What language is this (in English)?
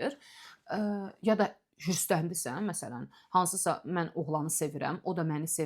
Azerbaijani